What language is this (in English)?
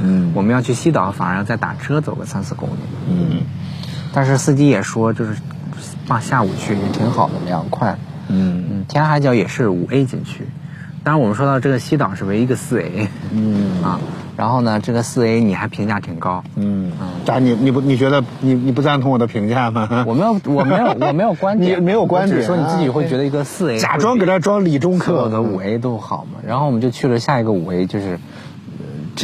Chinese